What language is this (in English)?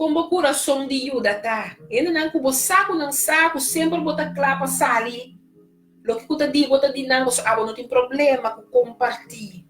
Papiamento